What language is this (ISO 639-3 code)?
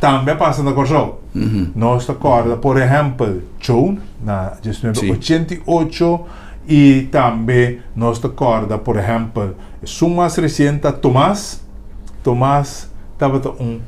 pap